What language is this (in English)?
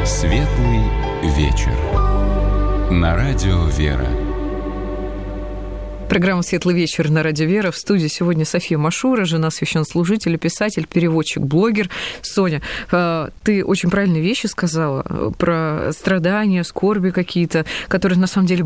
Russian